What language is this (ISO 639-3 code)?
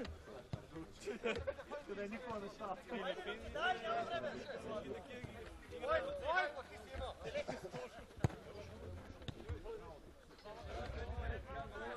bul